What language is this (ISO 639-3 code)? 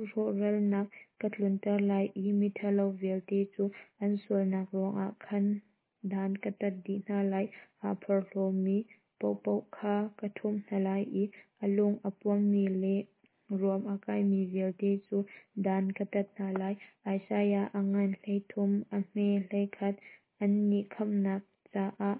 cnh